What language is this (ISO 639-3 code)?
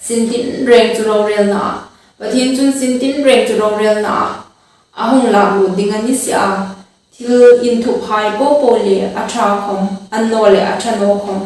hmr